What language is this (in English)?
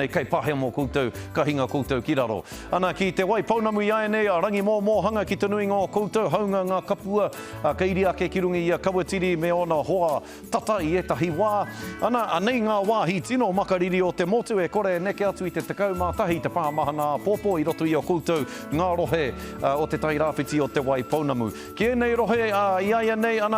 Māori